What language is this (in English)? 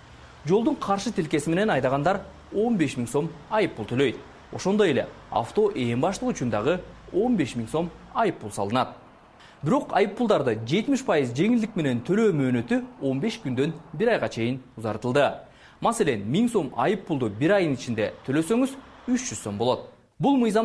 Kyrgyz